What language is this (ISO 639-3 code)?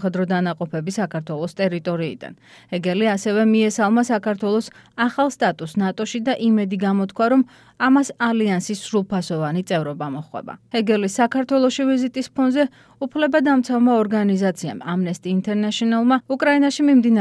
kat